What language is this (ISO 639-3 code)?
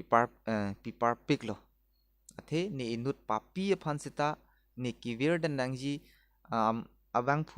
mjw